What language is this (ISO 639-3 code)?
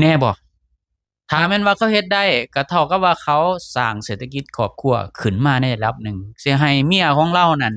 lao